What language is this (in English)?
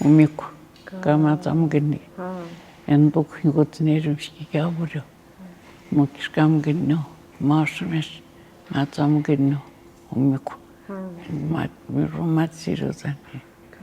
Atikamekw